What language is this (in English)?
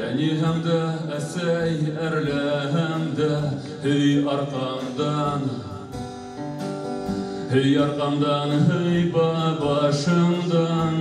Bashkir